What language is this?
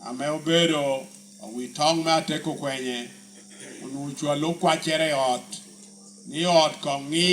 Lango (Uganda)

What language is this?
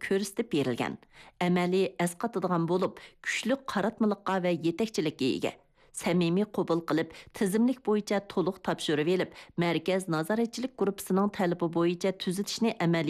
Uyghur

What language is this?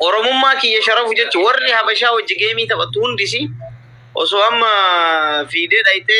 Oromo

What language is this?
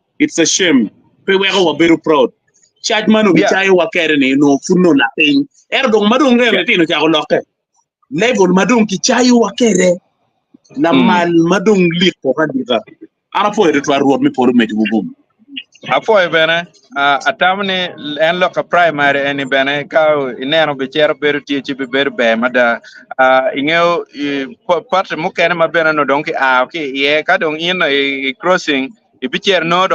Acoli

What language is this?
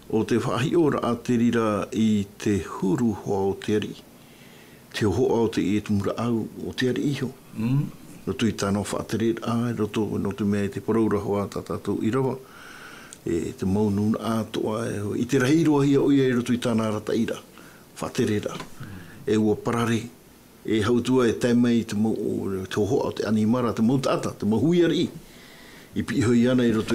Tahitian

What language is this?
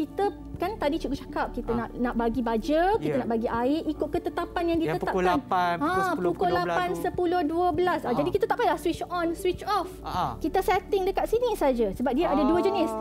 Malay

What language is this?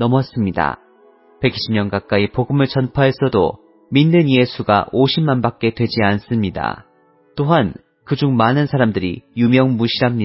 Korean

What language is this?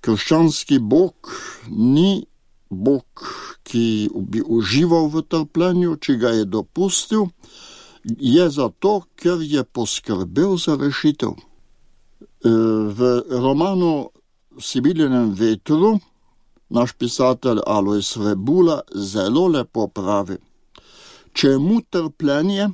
Slovenian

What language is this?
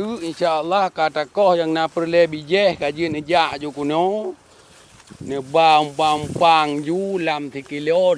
Achinese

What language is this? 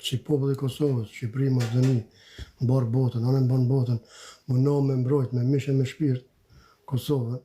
Albanian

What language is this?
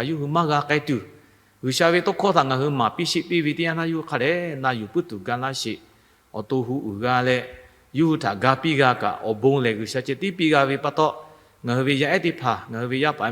Lahu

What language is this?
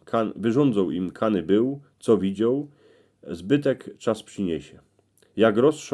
Silesian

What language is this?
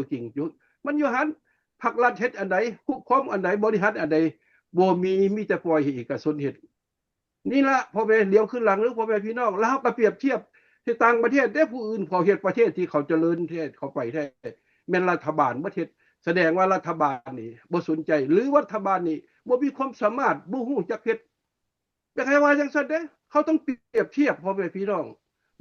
Lao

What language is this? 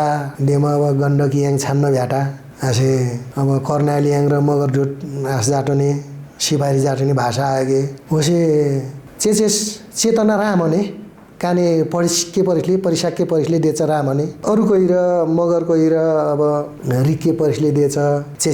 Nepali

